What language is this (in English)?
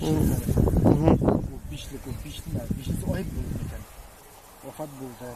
Bashkir